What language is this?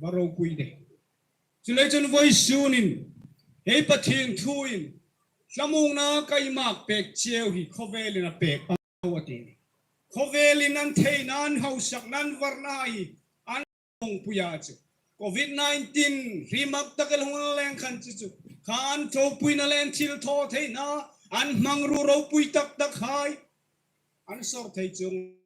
Hmar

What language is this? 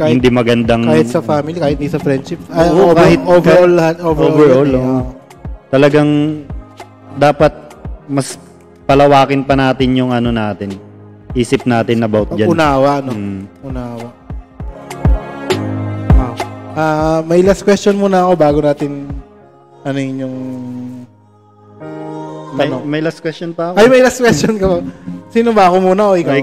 Filipino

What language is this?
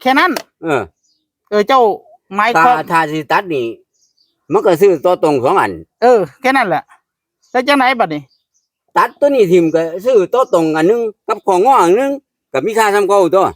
Northeastern Thai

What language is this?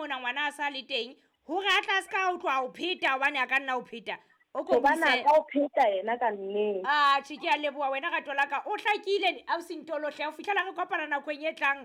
Southern Sotho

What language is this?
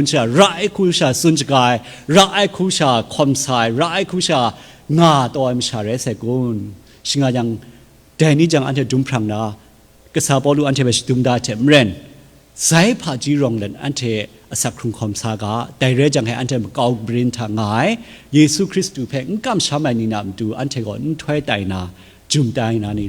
Kachin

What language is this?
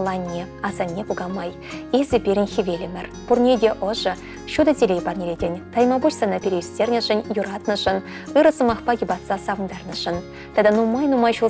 Chuvash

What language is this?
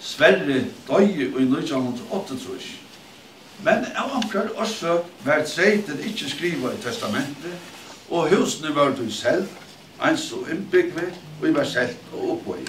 Faroese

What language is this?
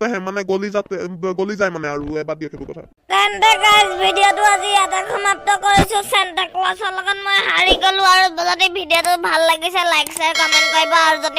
Assamese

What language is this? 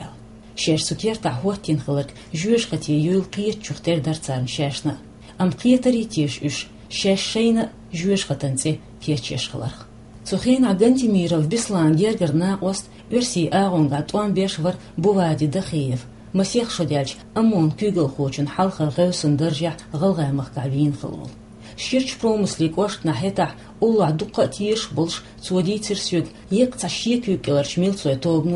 Chechen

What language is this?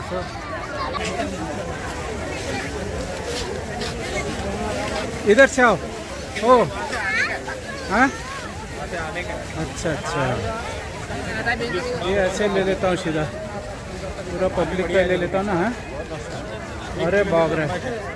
Hindi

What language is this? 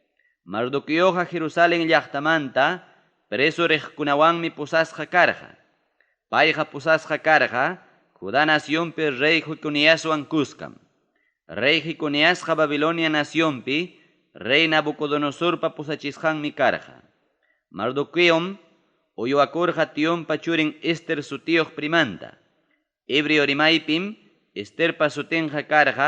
Ayacucho Quechua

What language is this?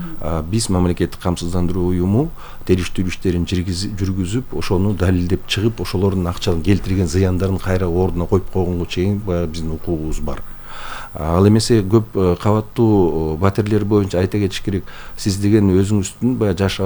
Kyrgyz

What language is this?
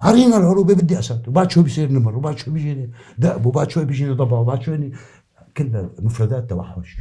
North Levantine Arabic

